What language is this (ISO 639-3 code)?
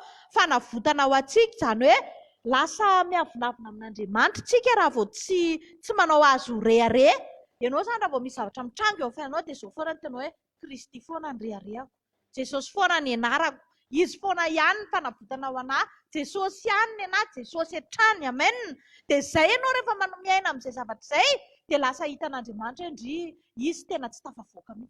mlg